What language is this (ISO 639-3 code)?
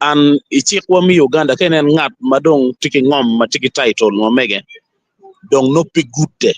ach